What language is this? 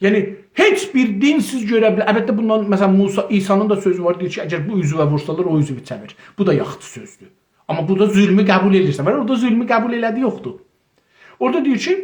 South Azerbaijani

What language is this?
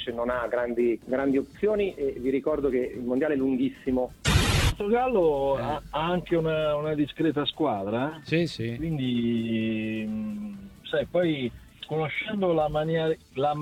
Italian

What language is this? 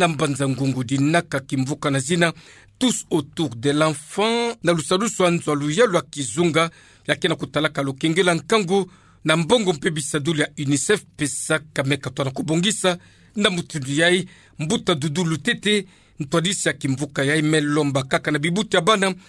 Kituba (Democratic Republic of Congo)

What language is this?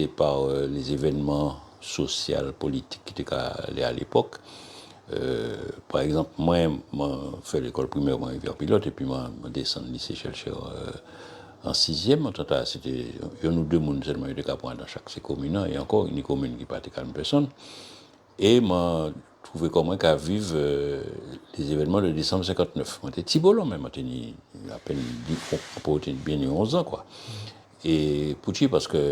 Guadeloupean Creole French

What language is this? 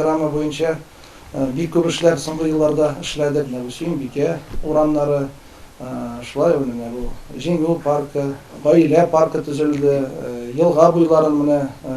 Tatar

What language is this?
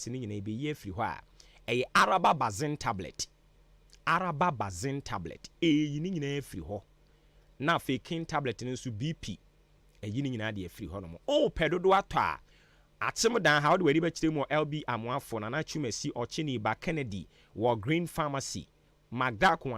Akan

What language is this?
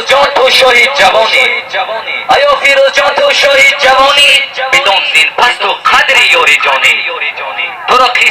Tajik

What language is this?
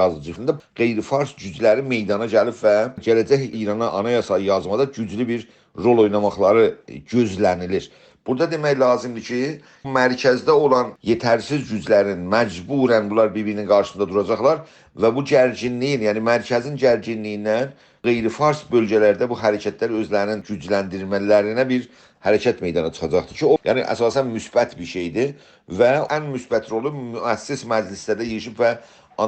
South Azerbaijani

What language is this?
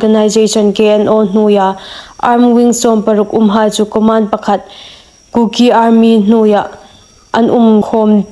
Hmar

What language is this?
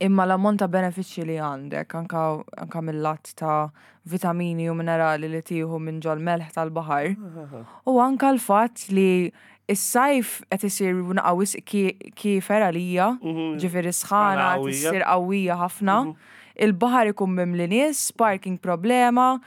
Maltese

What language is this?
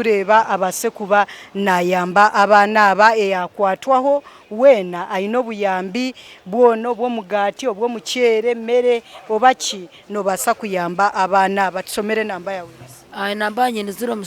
Nyankole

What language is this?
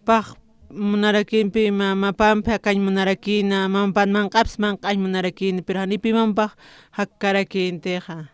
Aymara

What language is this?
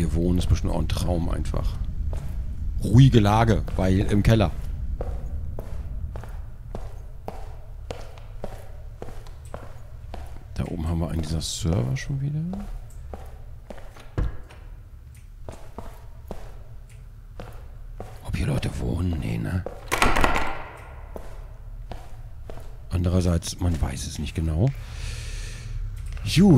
German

